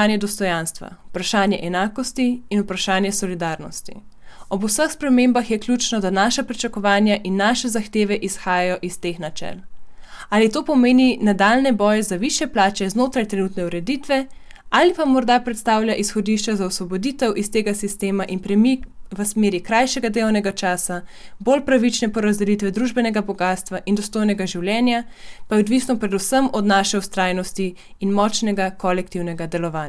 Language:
Slovenian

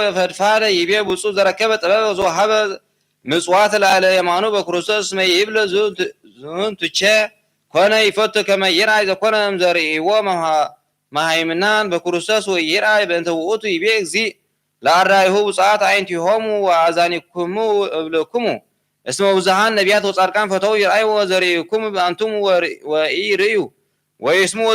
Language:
Geez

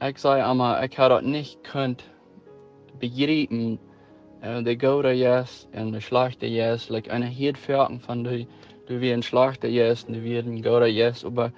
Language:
Plautdietsch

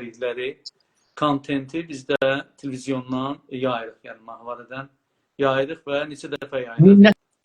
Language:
South Azerbaijani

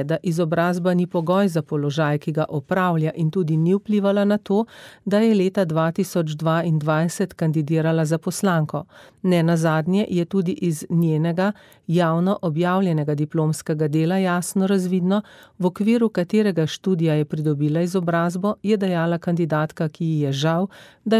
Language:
Slovenian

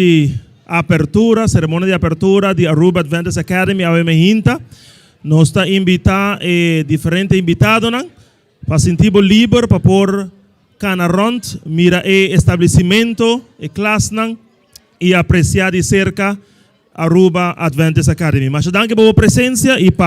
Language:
Papiamento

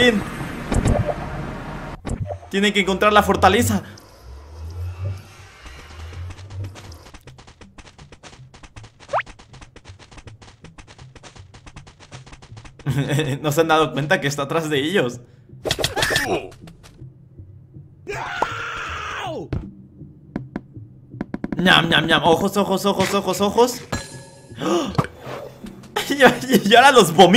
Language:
Spanish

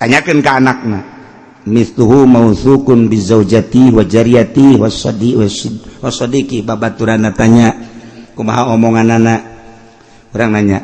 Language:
Sundanese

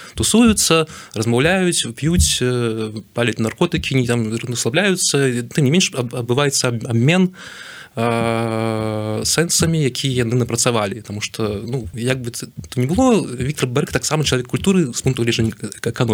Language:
Belarusian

